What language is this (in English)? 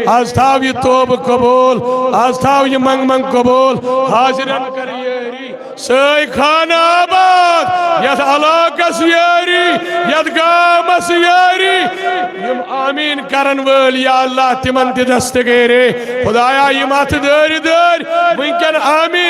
Kashmiri